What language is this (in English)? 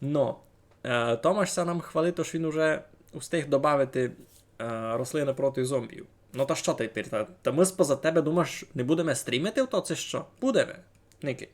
Rusyn